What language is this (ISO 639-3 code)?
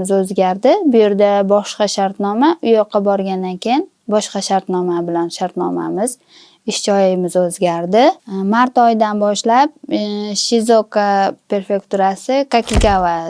uzb